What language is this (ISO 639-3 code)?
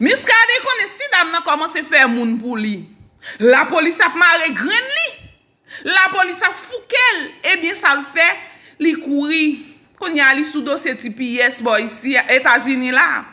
hat